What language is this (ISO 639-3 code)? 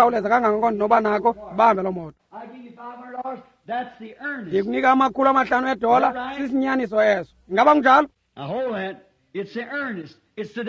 xho